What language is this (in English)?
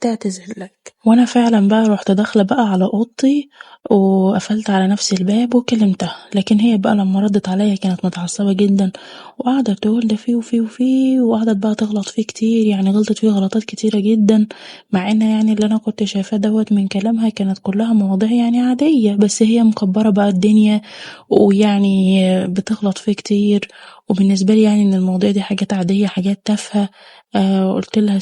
Egyptian Arabic